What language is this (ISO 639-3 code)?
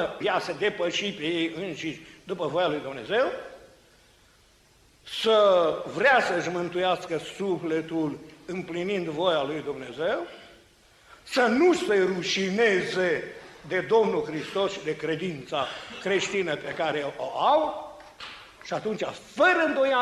ron